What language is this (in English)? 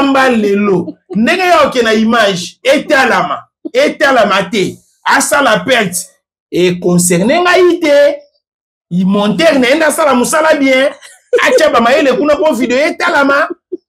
Lingala